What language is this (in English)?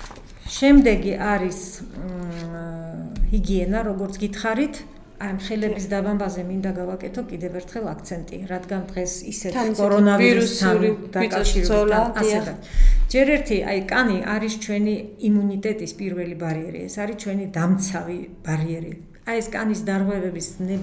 Georgian